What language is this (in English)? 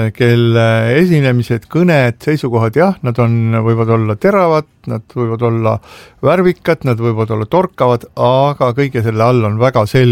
Estonian